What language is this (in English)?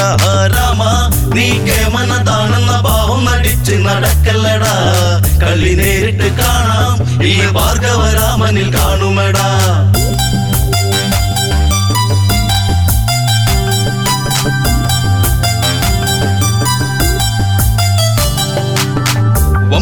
Malayalam